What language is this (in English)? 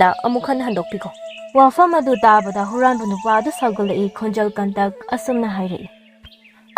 Manipuri